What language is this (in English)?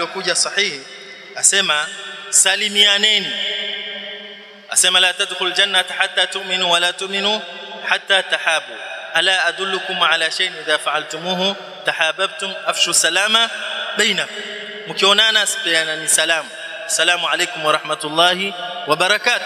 Swahili